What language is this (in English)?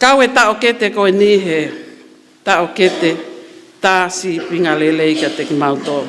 Tongan